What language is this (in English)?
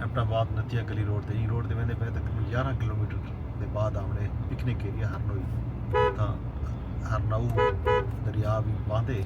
Saraiki